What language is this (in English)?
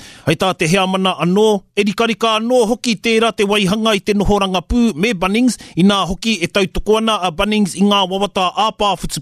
Māori